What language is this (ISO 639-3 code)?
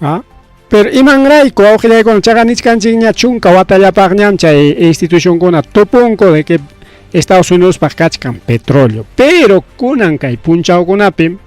quy